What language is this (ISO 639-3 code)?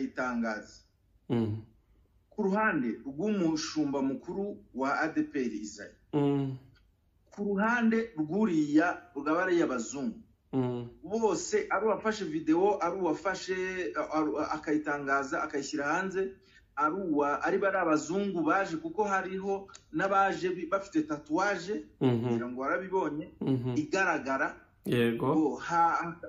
kin